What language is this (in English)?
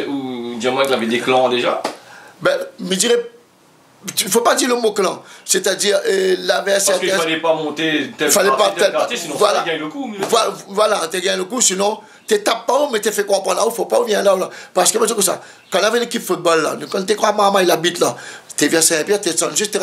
Réunion Creole French